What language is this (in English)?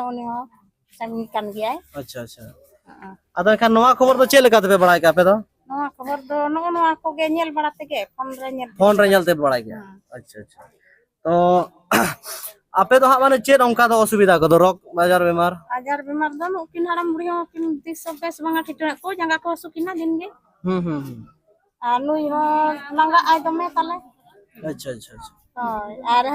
Santali